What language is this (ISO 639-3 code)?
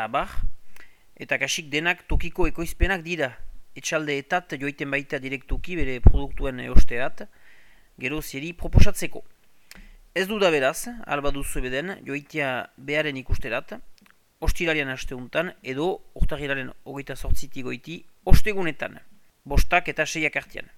eus